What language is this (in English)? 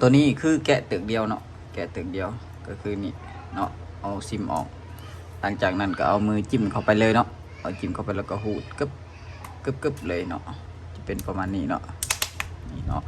Lao